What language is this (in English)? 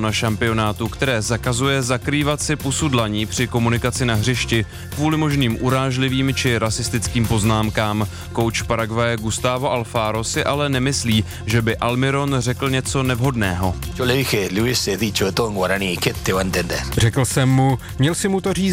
Czech